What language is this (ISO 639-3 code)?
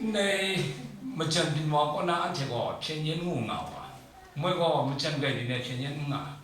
kac